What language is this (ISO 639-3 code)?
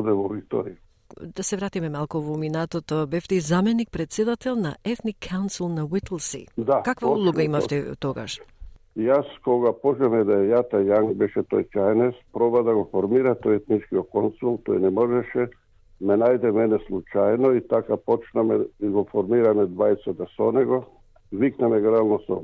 mkd